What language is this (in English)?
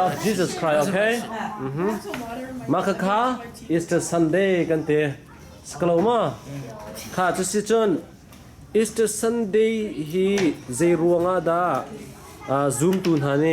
Hakha Chin